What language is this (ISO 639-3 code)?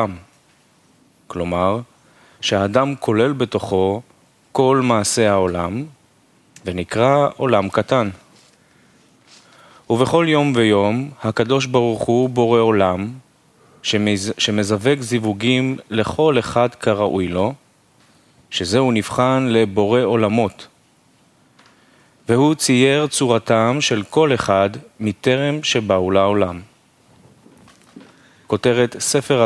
heb